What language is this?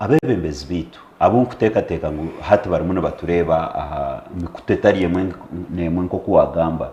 Nyankole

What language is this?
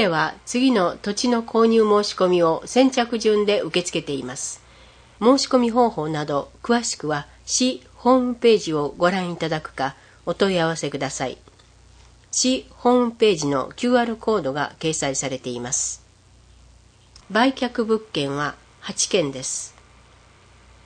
Japanese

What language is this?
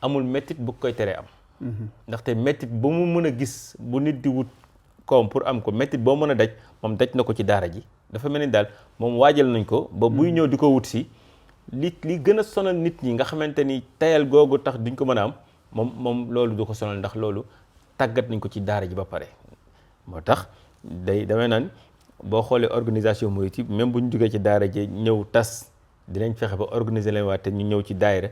Wolof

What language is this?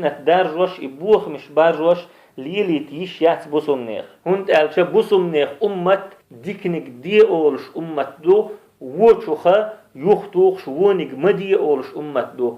Chechen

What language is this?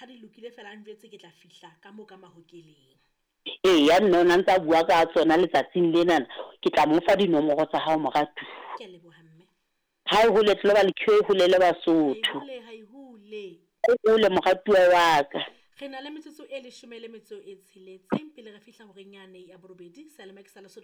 Southern Sotho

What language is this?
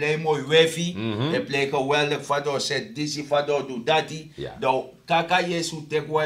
Sranan Tongo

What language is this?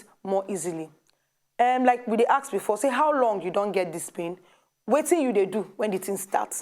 Nigerian Pidgin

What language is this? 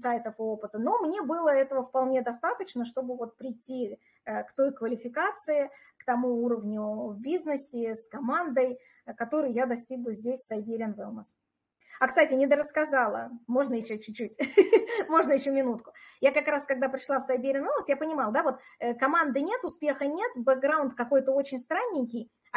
Russian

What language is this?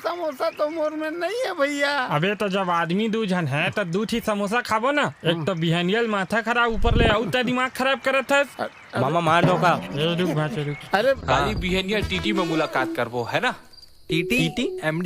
Chhattisgarhi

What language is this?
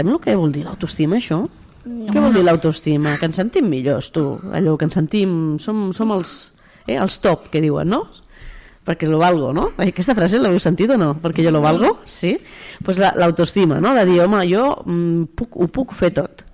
Catalan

